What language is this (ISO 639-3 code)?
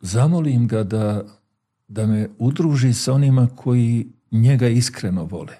bos